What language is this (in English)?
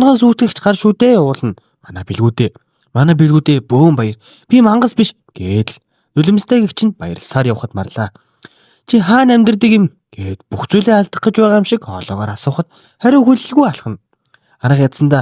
Mongolian